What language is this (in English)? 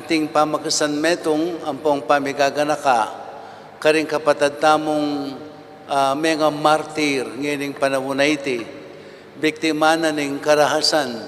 Pampanga